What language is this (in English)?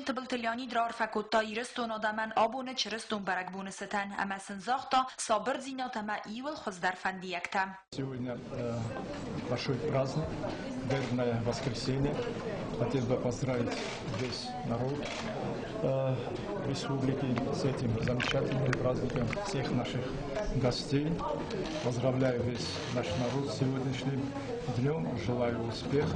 Ossetic